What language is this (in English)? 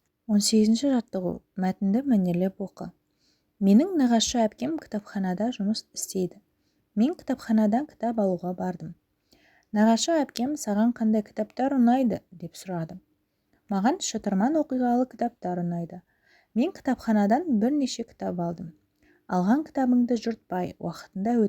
Kazakh